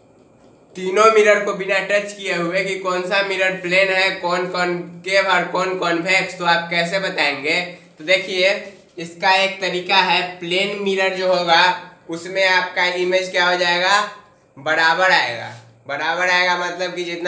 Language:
Hindi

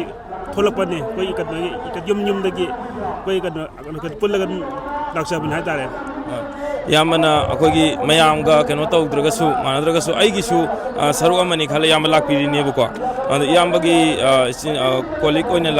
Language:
Manipuri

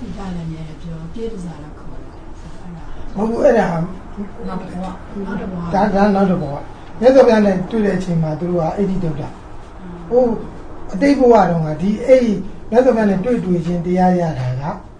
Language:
Burmese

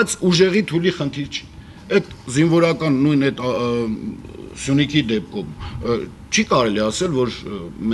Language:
Armenian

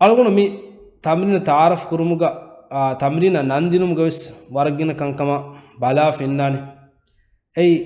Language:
Divehi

